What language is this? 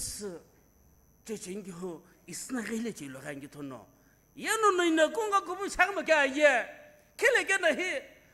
Sumi Naga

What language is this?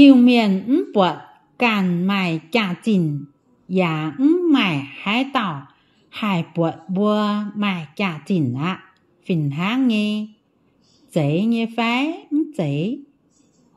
Iu Mien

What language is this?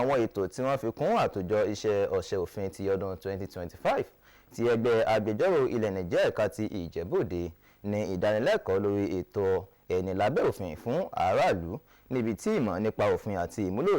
Yoruba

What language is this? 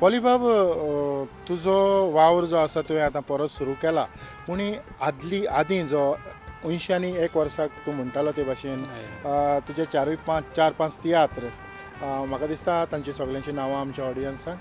Konkani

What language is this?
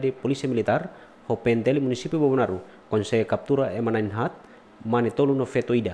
Tetum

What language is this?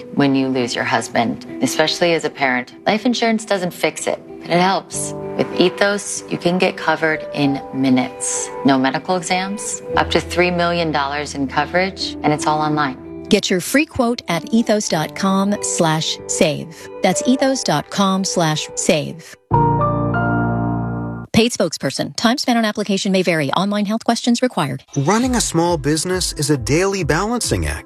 English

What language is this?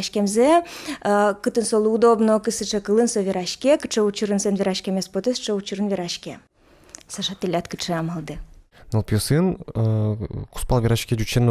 Udmurt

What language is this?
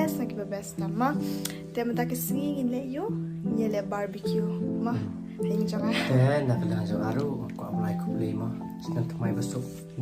Khasi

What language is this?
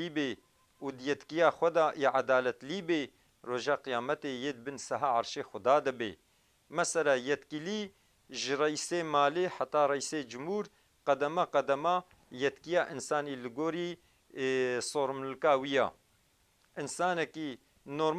Kurdish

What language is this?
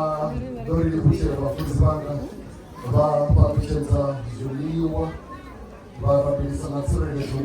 Venda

